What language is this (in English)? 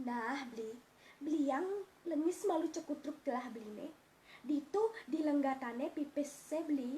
Balinese